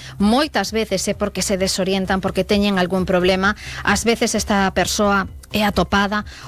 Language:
Galician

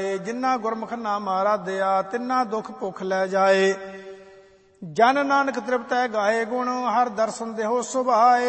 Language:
Punjabi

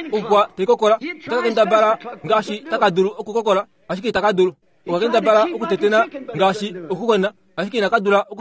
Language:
Kuanyama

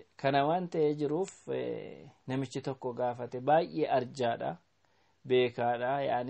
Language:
Oromo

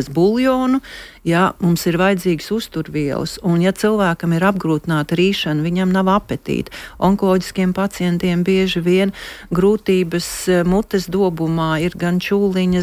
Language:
Latvian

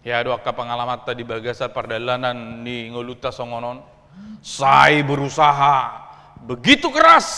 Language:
Batak Toba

